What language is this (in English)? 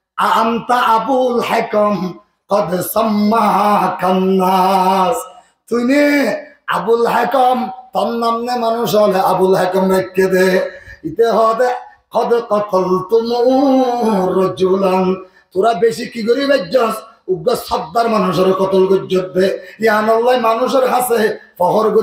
Rohingya